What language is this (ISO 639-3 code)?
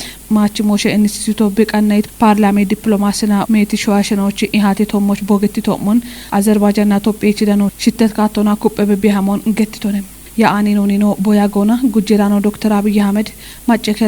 kbr